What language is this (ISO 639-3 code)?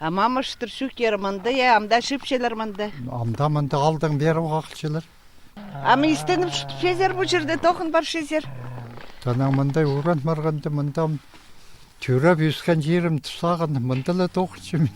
kjh